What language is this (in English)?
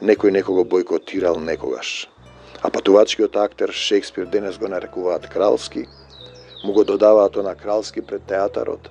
Macedonian